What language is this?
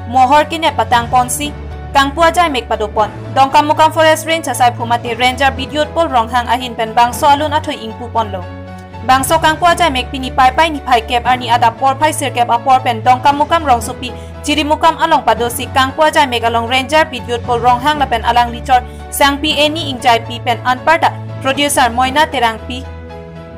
Karbi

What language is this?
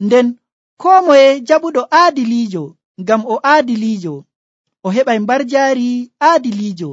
Nigerian Fulfulde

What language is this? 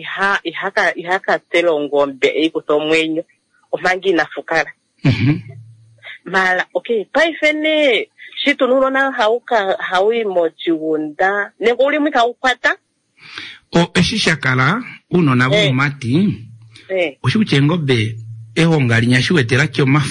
Kuanyama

